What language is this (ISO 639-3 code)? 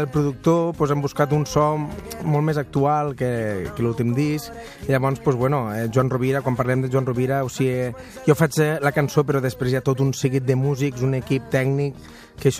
cat